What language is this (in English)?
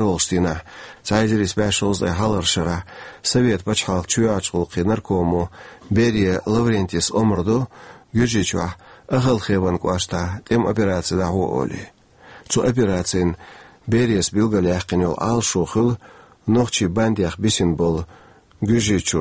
Chechen